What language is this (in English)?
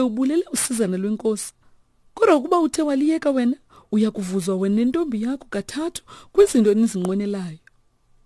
Xhosa